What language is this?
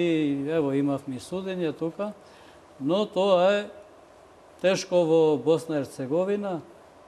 Macedonian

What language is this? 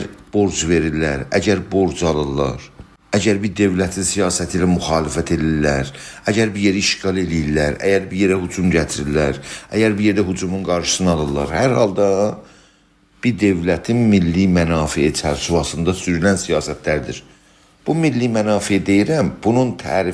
South Azerbaijani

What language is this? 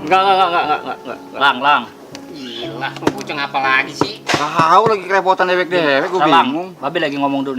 Betawi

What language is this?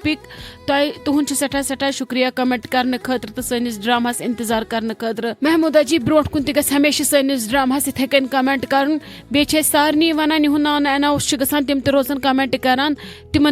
Kashmiri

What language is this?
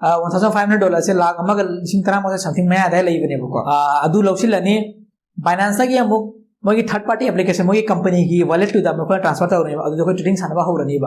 Manipuri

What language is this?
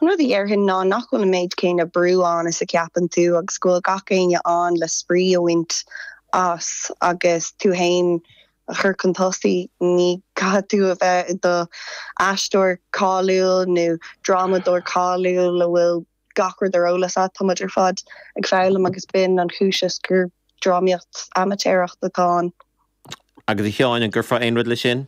Irish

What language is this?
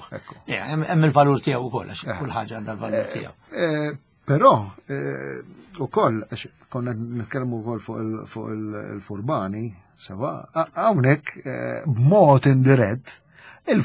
Maltese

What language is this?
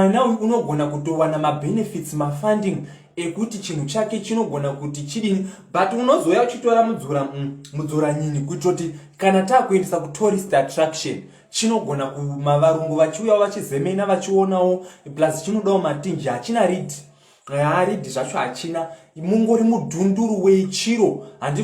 Shona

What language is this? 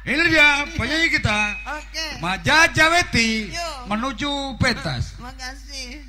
Betawi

